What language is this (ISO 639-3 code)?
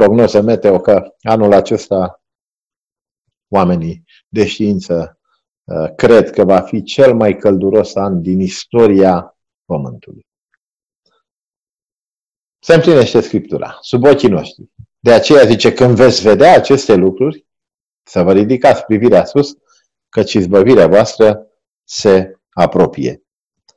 ron